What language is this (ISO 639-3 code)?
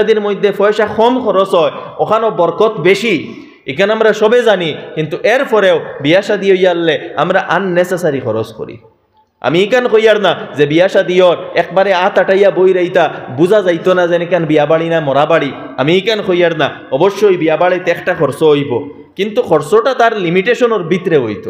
syl